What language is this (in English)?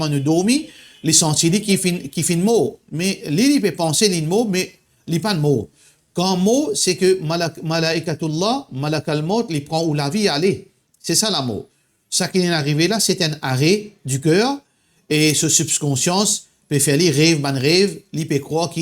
Morisyen